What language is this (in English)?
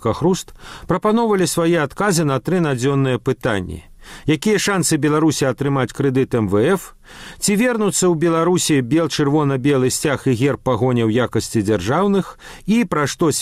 Belarusian